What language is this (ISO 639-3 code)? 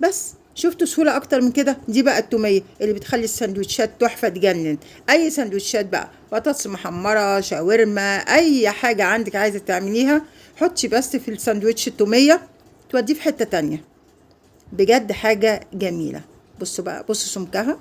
arz